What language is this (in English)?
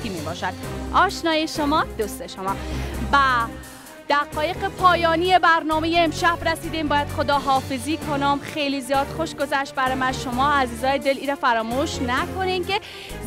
Persian